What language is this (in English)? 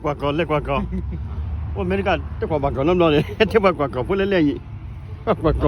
S'gaw Karen